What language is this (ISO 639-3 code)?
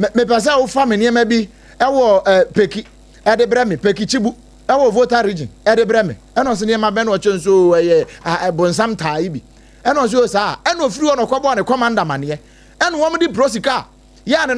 aka